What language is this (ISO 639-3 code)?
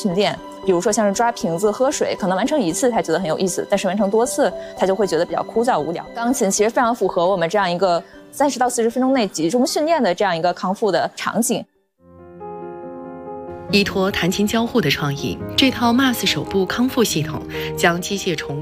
zho